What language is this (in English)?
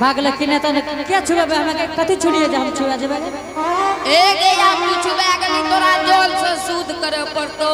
Angika